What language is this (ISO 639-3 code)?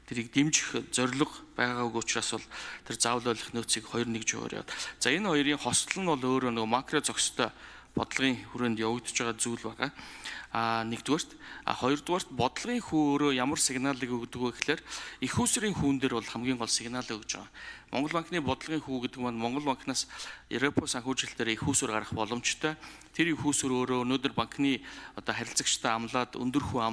mon